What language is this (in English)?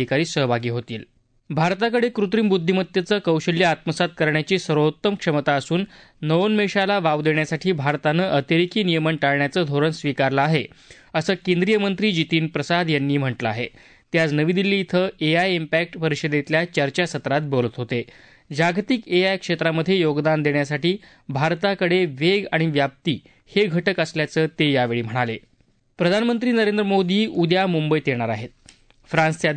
Marathi